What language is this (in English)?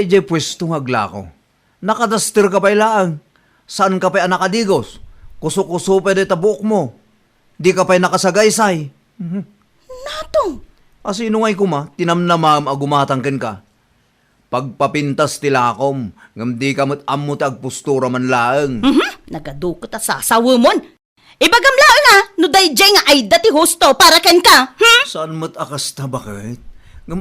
Iloko